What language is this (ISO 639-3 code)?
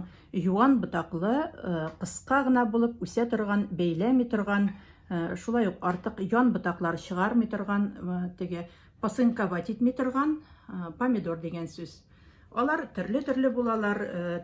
tat